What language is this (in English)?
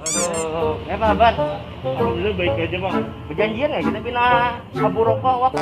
Banjar